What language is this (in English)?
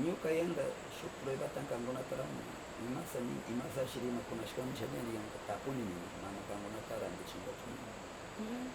Northern Pastaza Quichua